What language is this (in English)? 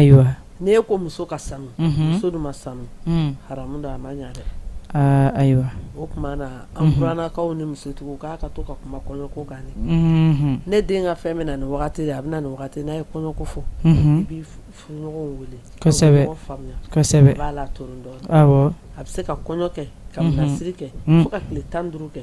Bambara